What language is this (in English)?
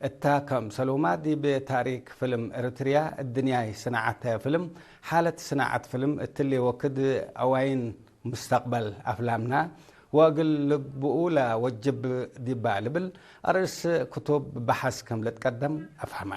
Tigre